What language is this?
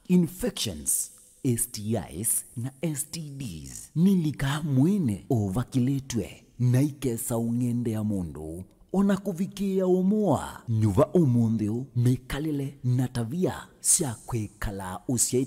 Kamba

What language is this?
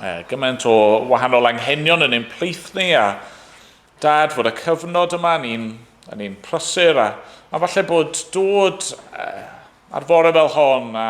Welsh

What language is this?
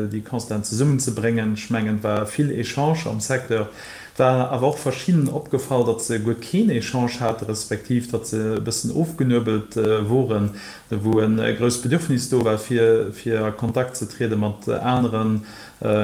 Luxembourgish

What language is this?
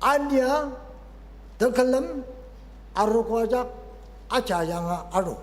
Ao Naga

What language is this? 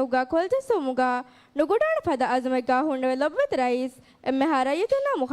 Divehi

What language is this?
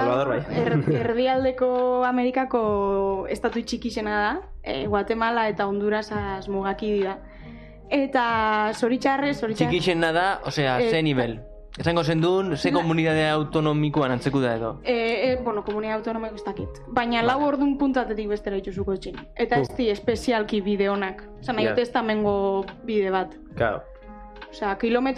Basque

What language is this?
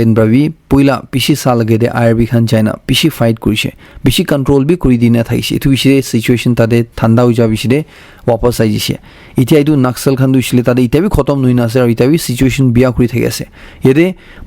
Naga Pidgin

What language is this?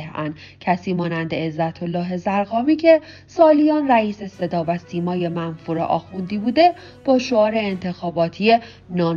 Persian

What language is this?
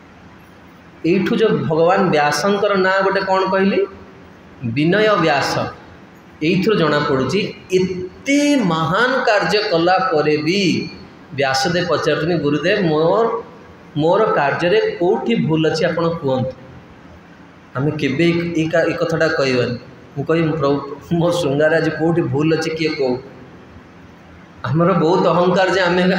Odia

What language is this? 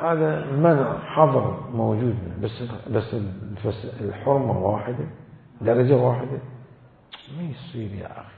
Mesopotamian Arabic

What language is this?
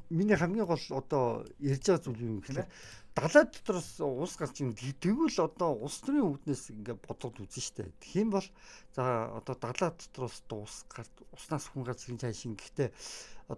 Mongolian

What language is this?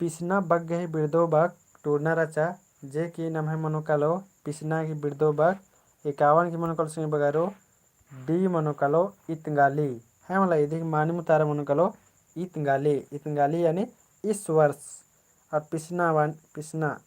Kurukh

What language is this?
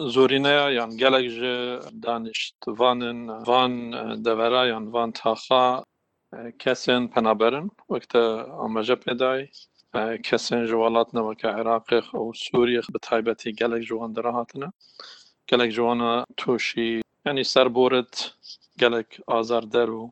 Kurdish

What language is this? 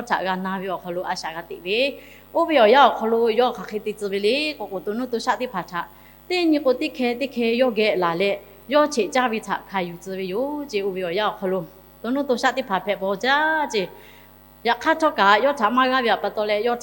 Lahu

